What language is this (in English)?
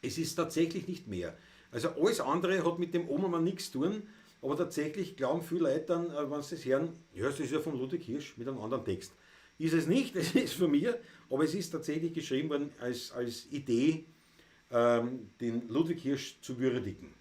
Bavarian